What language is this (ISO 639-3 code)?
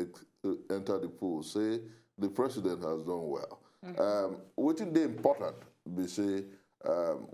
pcm